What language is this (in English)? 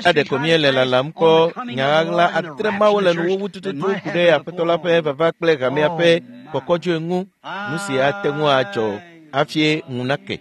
Ewe